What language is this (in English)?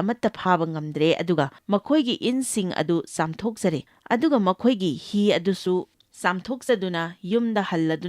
Manipuri